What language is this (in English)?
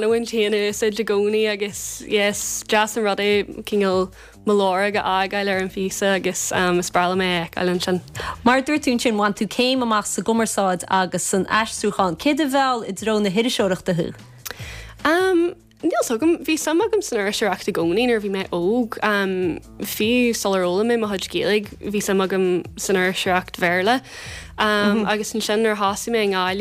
Irish